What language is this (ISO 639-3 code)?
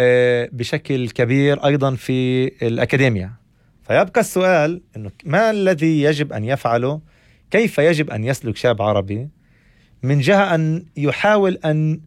apc